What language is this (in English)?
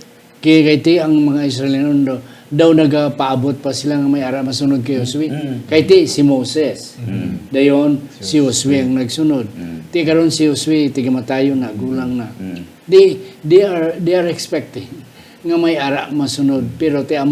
Hiligaynon